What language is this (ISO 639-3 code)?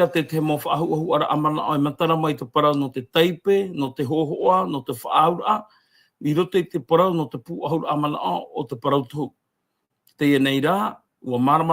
tah